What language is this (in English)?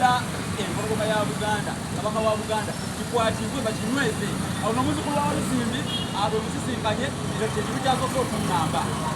Ganda